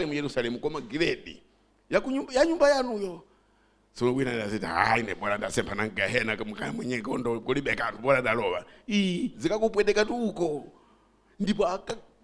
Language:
Nyanja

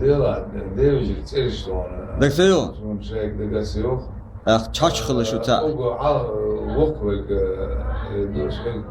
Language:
Chechen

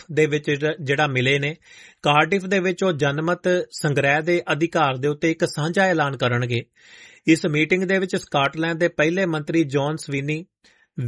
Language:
Punjabi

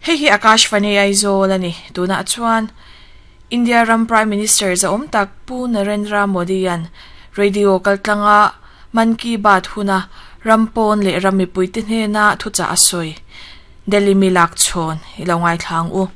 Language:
Mizo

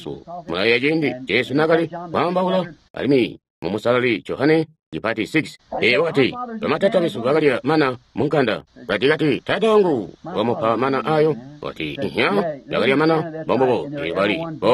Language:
Tonga (Zambia)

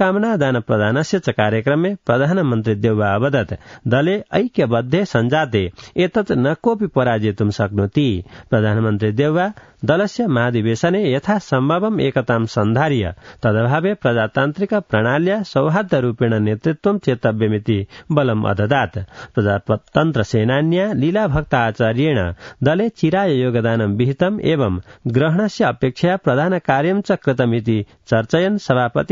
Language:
Sanskrit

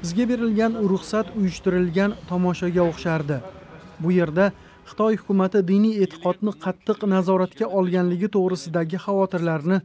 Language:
Uyghur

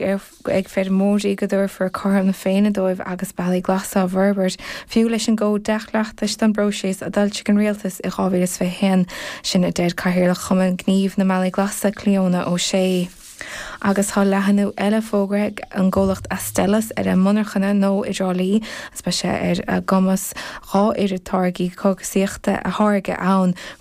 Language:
Irish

